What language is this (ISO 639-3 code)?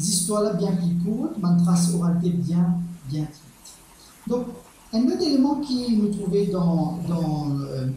mfe